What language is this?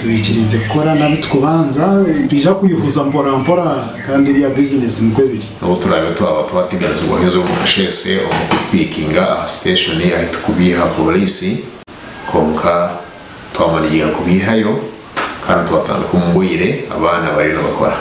Nyankole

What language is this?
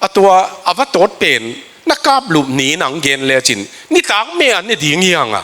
Tedim Chin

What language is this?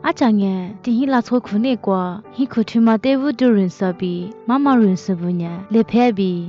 Lisu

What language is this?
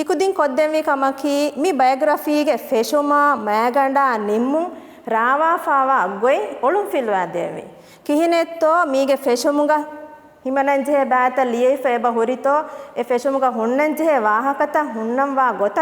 Divehi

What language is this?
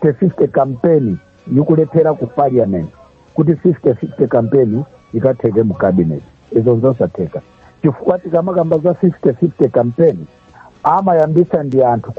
Nyanja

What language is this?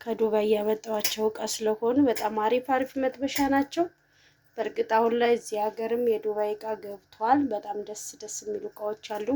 Amharic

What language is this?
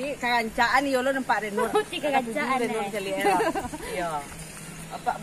Minangkabau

